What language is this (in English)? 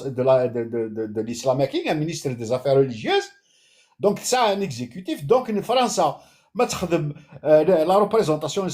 Kabyle